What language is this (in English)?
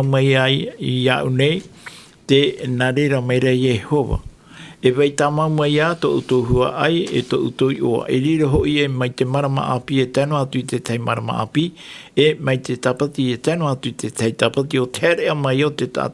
Tahitian